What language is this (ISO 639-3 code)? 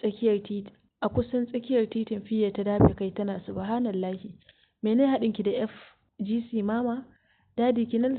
hau